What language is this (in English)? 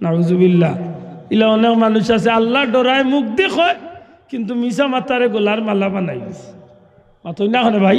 Sylheti